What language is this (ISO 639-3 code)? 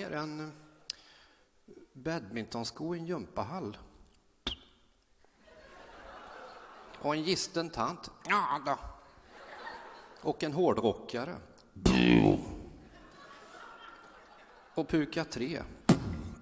swe